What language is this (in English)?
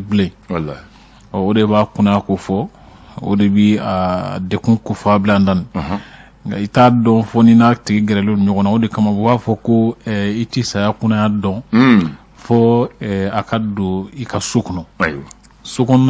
Bambara